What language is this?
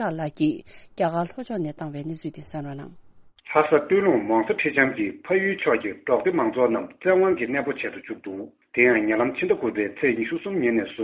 Tibetan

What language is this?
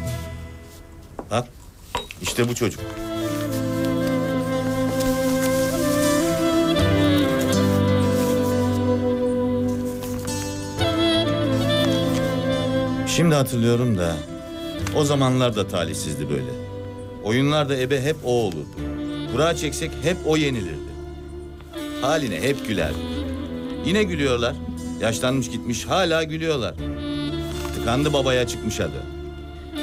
Turkish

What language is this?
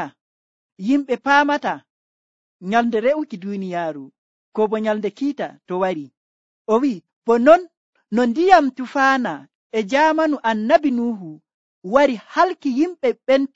Nigerian Fulfulde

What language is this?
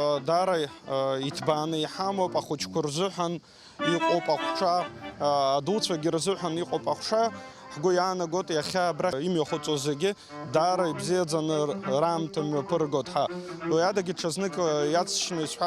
Abkhazian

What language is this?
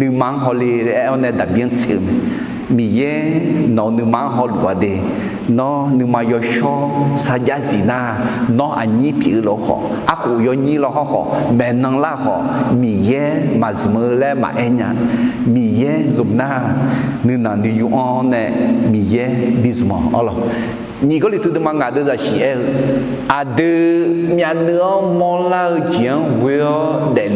Akha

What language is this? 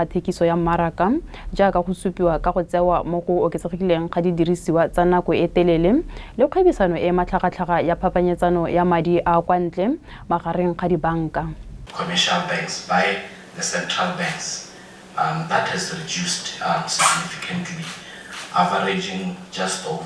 Tswana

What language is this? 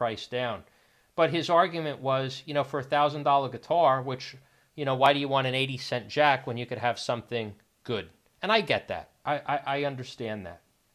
English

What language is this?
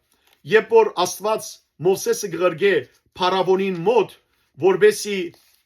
Western Armenian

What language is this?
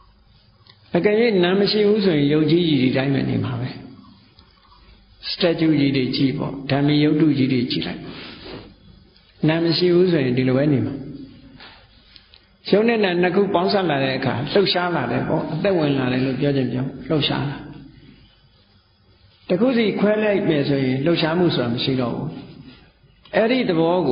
Burmese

